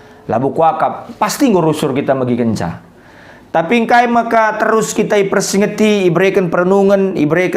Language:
Batak Karo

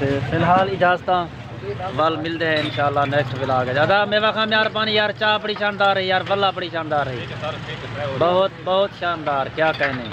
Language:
Saraiki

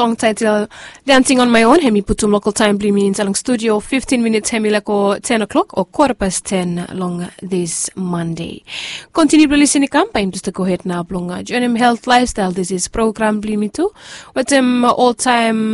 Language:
Bislama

